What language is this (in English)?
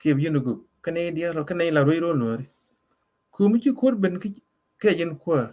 Nuer